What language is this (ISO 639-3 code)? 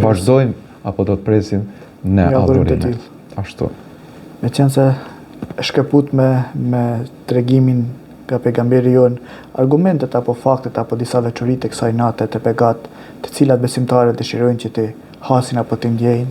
sqi